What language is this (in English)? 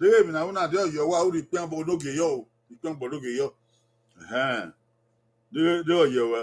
Bini